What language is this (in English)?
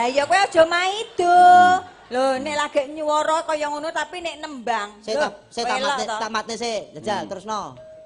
Javanese